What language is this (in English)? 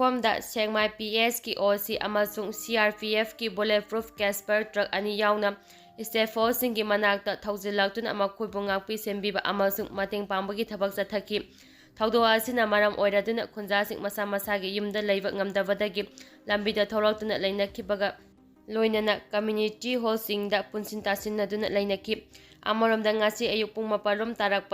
Manipuri